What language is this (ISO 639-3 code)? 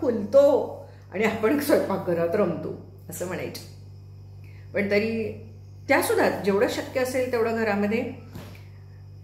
mar